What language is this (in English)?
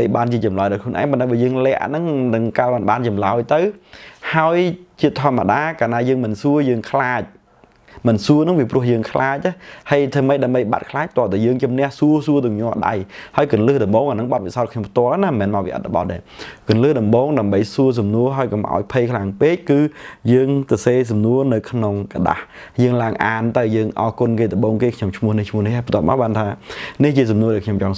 Khmer